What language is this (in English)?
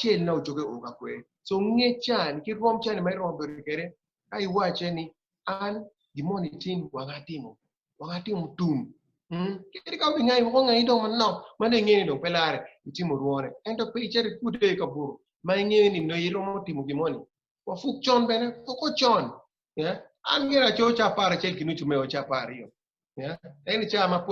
Acoli